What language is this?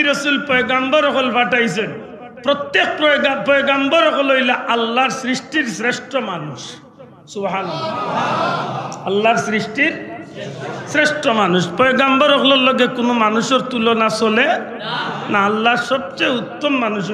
Sylheti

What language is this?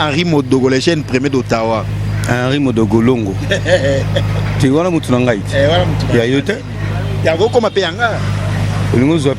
Lingala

